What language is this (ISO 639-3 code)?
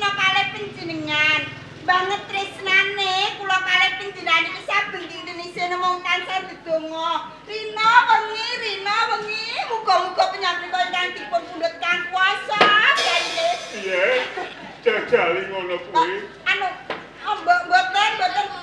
jav